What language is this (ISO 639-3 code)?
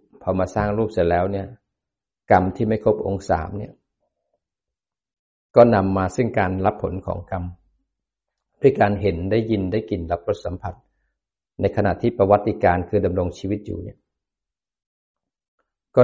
tha